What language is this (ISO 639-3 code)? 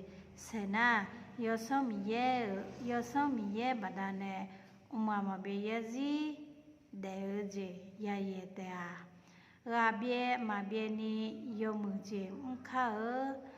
ahk